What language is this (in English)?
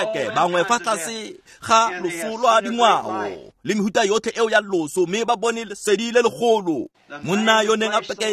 Tswana